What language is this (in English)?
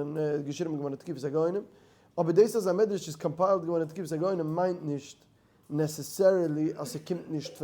Yiddish